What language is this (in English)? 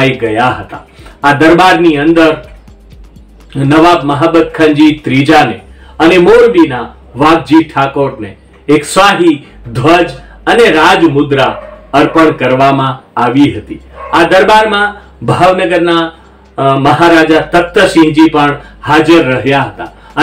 Gujarati